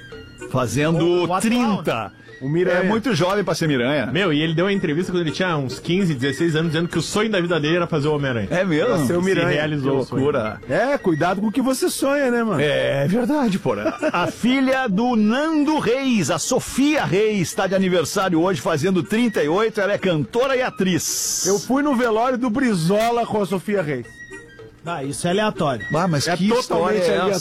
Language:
Portuguese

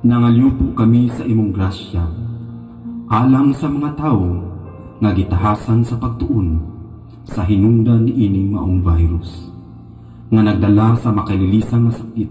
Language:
Cebuano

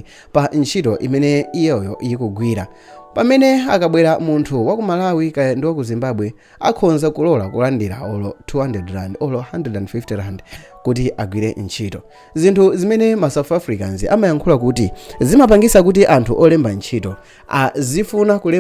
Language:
Nyanja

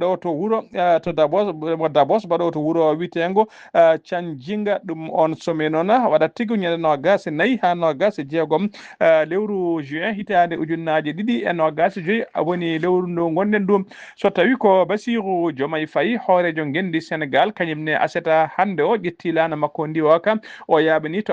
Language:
Fula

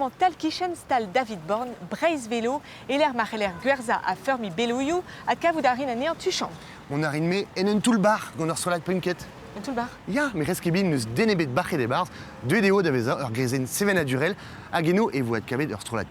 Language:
Breton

